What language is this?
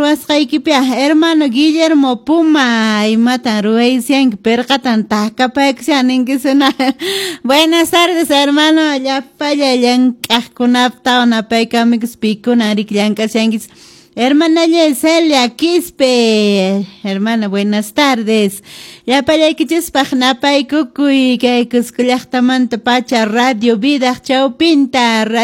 Quechua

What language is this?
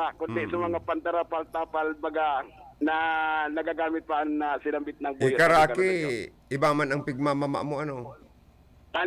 Bikol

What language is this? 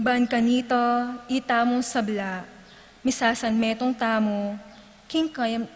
Pampanga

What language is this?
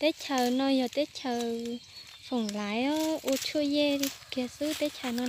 Hmong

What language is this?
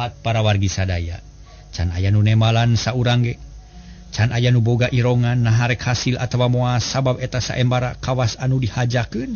Sundanese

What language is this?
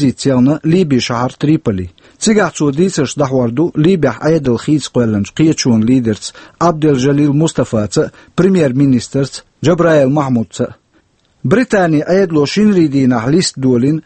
Chechen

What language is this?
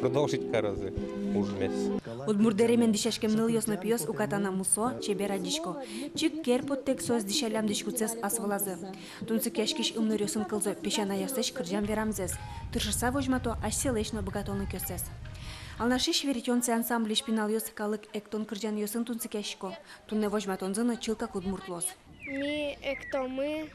Udmurt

